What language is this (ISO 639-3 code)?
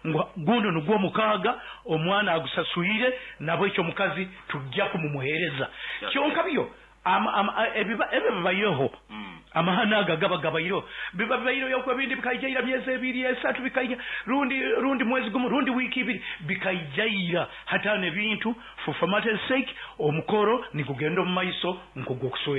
nyo